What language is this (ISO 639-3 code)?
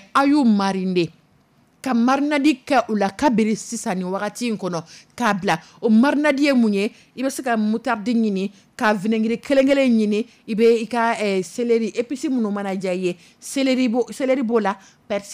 dyu